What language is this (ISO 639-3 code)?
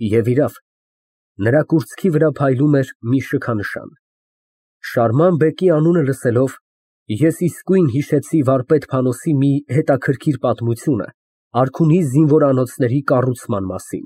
hye